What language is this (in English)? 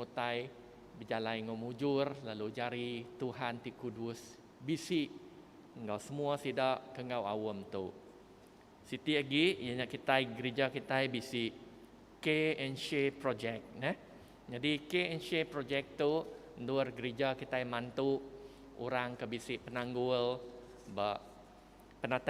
Iban